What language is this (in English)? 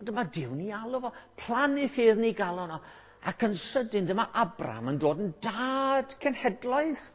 Welsh